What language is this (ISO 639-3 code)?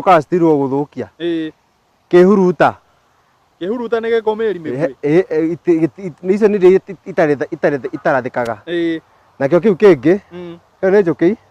kik